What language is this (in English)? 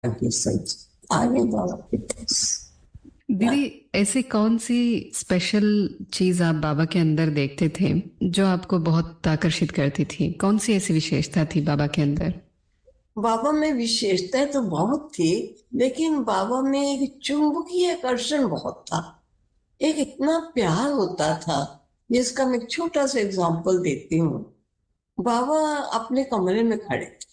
Hindi